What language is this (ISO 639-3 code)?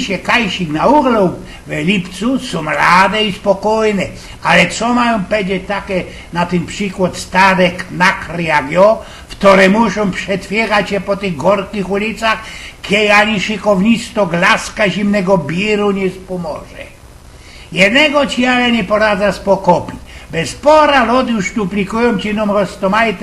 szl